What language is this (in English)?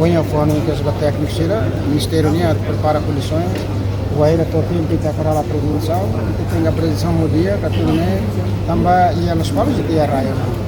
Tetum